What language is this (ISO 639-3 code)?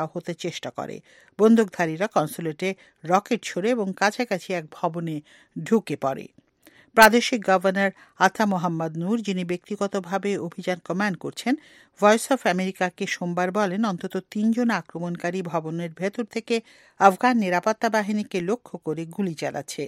ben